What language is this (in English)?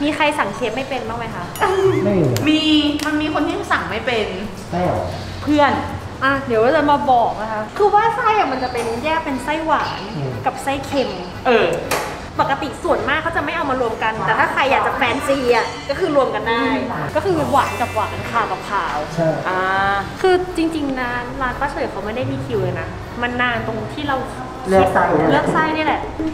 Thai